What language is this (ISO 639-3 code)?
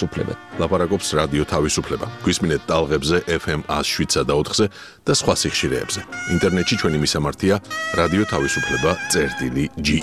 kat